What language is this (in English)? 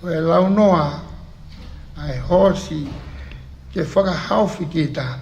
Tongan